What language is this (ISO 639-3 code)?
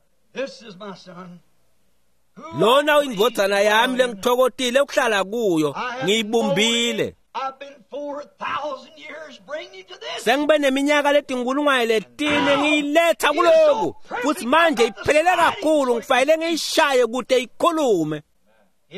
ssw